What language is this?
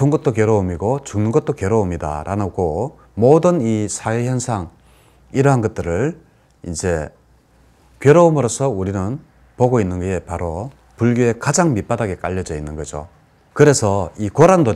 Korean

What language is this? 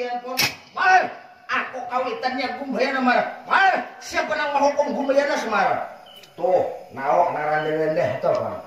Banjar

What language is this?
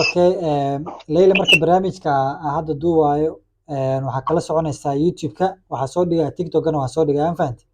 Somali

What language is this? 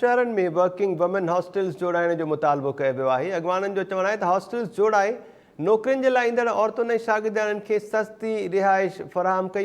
Sindhi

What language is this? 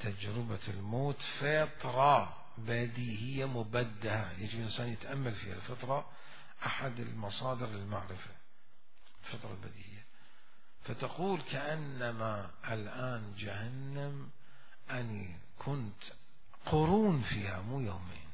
Mesopotamian Arabic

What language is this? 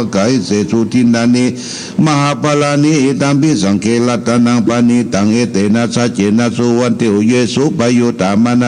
Pali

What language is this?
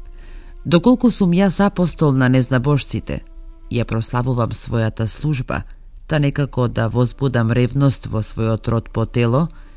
Macedonian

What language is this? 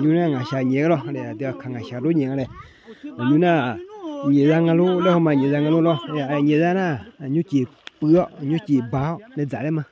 Akha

